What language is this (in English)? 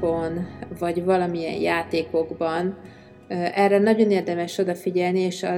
Hungarian